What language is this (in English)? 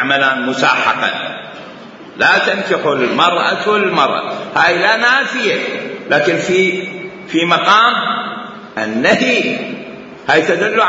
Mesopotamian Arabic